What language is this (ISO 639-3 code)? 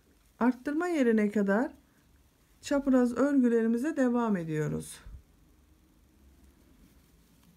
tur